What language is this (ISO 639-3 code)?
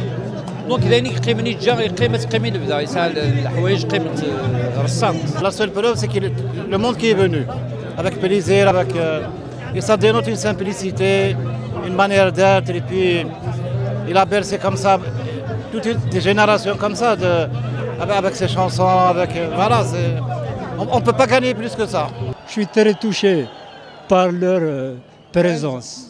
kab